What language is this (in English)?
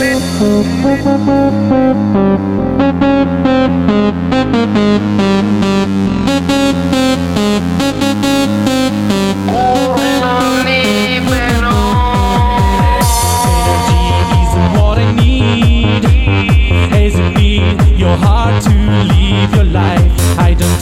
Italian